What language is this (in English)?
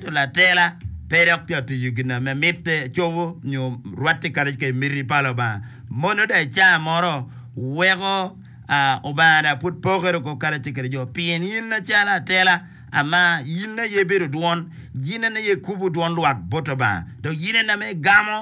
Acoli